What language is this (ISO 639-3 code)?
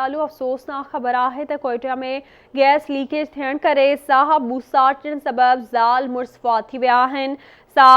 snd